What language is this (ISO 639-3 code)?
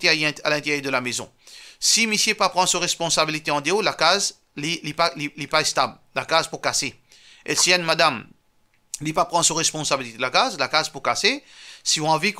mfe